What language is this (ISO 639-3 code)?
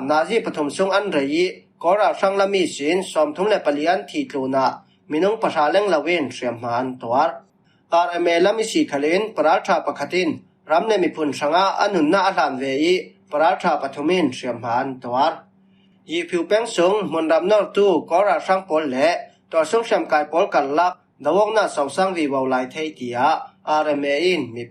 cfm